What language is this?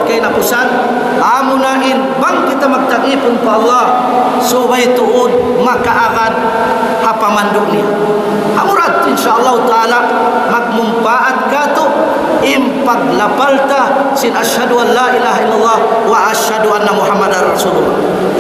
Tausug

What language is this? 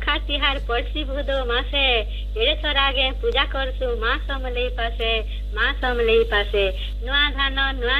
Odia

